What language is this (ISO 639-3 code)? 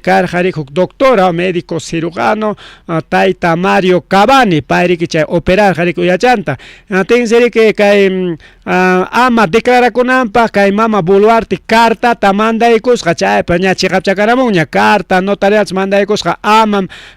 quy